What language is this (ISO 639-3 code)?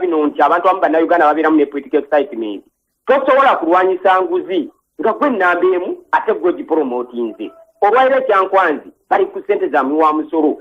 lug